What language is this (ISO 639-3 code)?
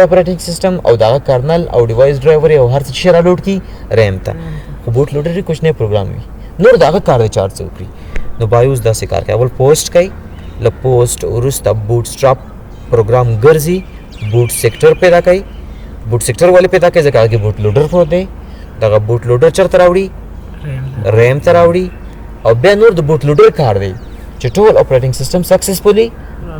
pus